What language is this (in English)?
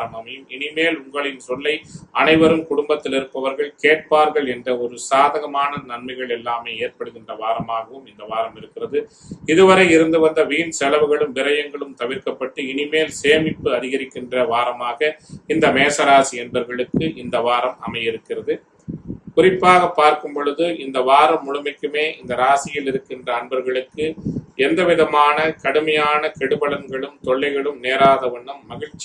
Tamil